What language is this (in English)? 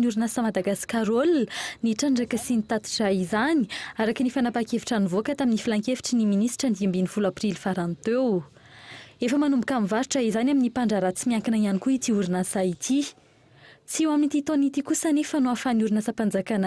Malagasy